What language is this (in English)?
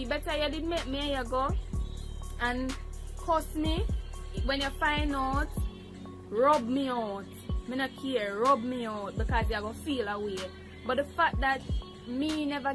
Jamaican Creole English